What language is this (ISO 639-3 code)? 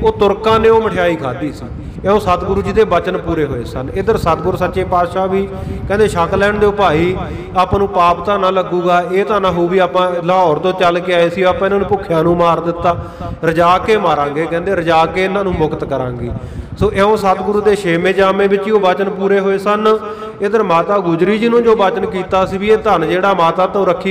pan